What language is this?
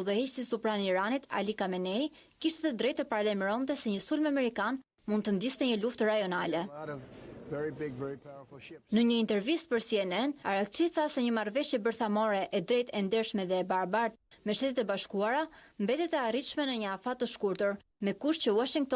Albanian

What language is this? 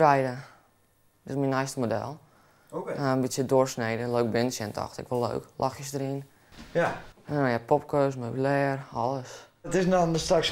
Western Frisian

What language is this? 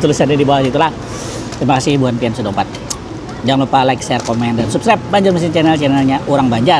Banjar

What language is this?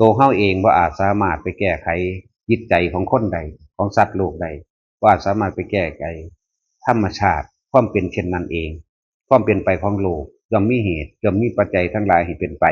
Northeastern Thai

